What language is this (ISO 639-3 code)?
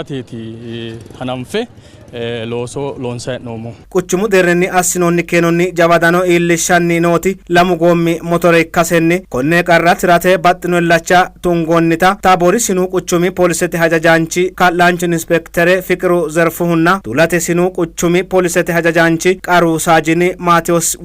sid